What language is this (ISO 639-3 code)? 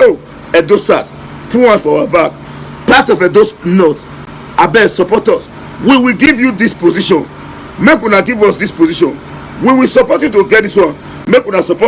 pcm